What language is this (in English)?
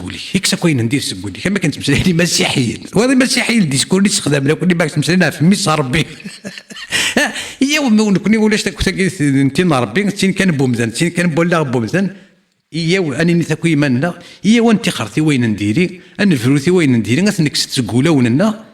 Kabyle